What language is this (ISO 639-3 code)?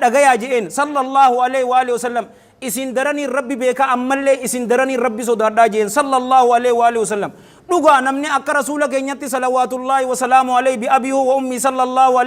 orm